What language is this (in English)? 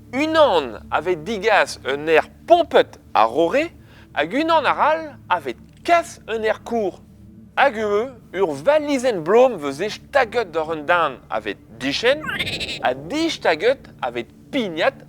Breton